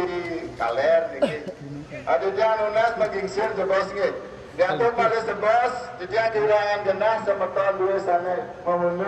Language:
Balinese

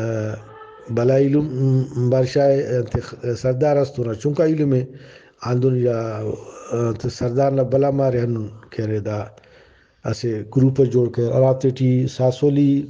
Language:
Brahui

